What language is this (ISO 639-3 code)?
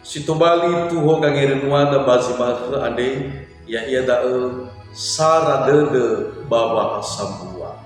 nia